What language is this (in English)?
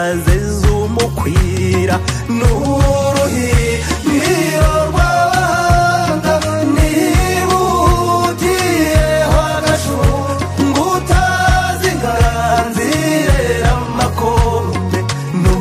Kinyarwanda